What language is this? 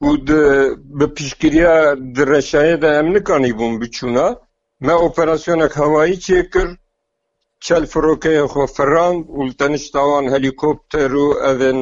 Kurdish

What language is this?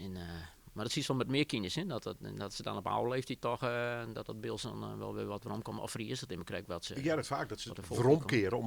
Western Frisian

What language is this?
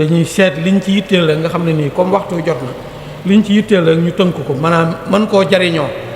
Wolof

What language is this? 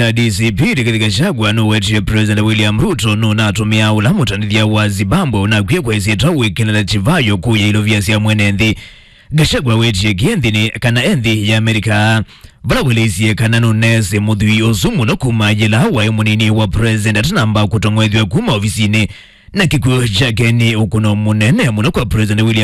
Kamba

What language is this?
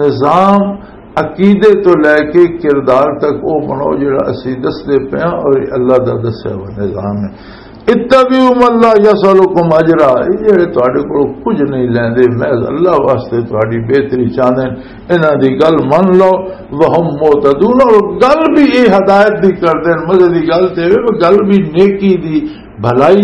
Western Panjabi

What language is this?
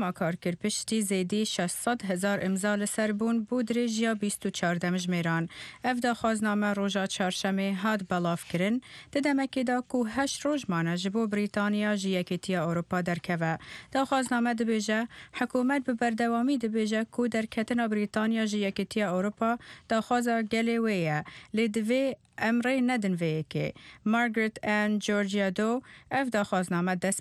Kurdish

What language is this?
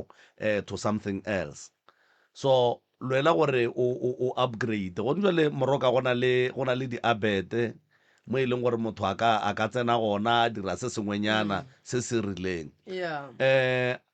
Northern Sotho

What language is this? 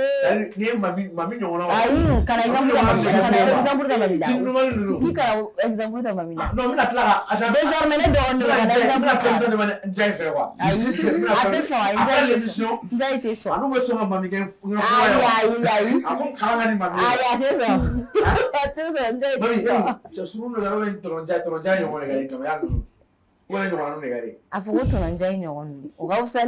Bambara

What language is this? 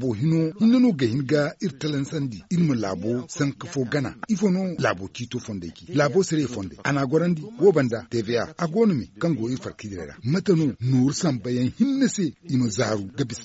Zarma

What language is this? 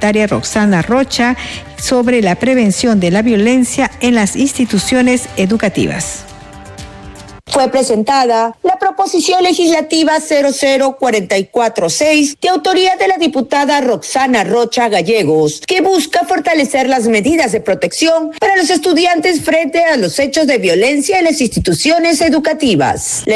Spanish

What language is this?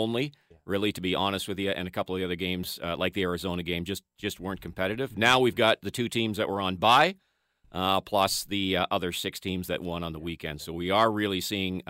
English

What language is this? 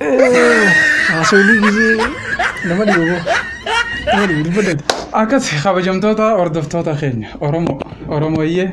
Oromo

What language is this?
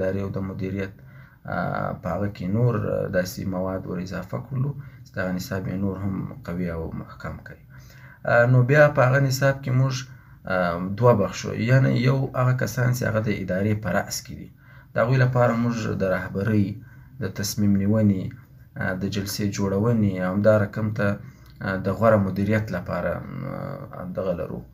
Pashto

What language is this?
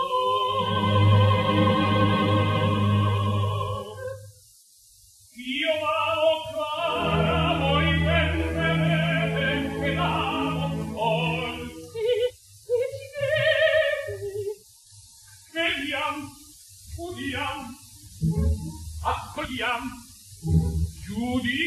Italian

